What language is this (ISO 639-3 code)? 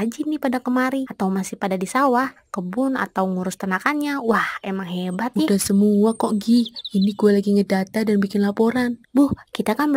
bew